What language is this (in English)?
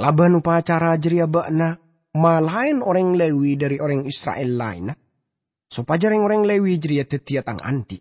Madurese